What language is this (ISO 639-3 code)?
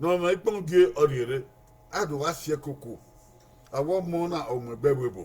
bin